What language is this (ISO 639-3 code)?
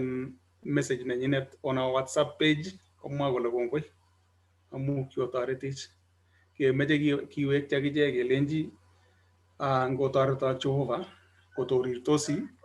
kln